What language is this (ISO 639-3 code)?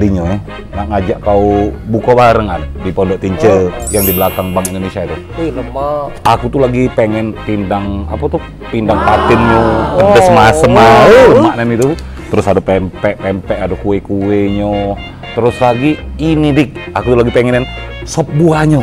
mui